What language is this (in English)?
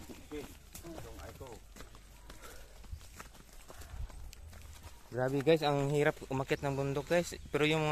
Filipino